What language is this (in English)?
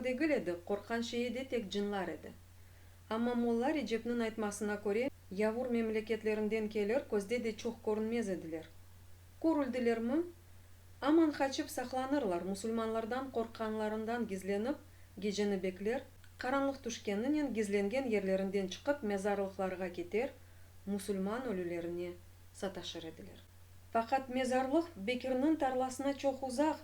Crimean Tatar